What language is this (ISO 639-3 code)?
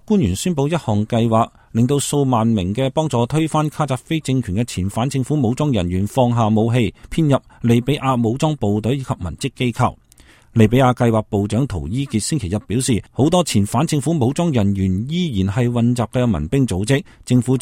yue